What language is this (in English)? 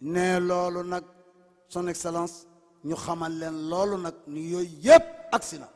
Wolof